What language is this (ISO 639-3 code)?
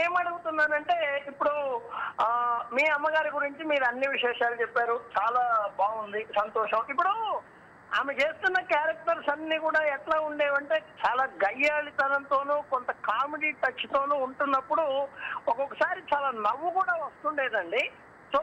tel